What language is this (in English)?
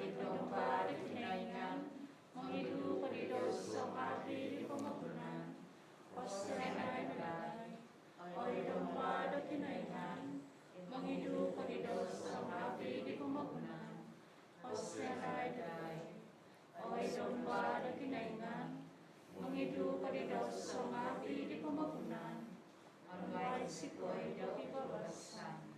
Central Dusun